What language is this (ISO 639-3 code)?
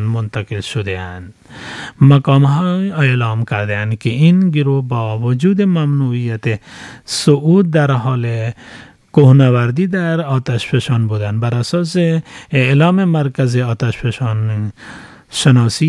fas